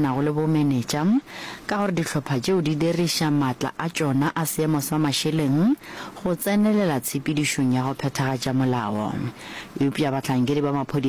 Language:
Northern Sotho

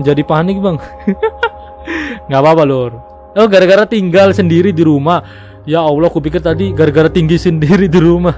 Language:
Indonesian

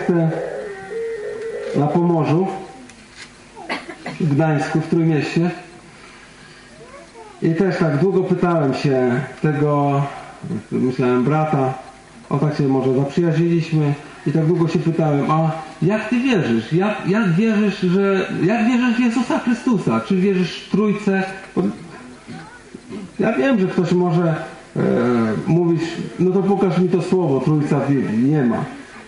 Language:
Polish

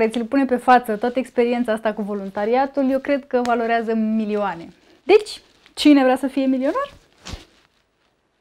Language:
Romanian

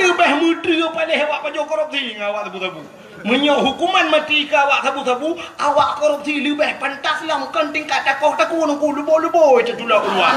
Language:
Achinese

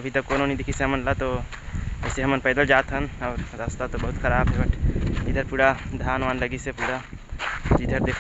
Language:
Chhattisgarhi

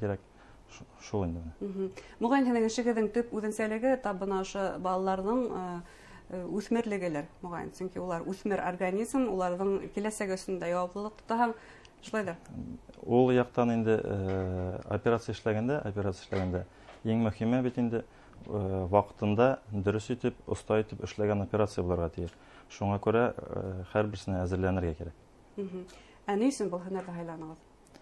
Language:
Bashkir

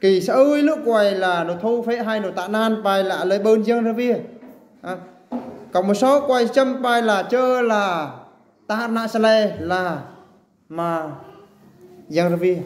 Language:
Eastern Bru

